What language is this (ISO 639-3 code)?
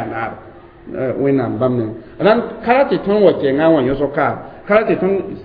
mos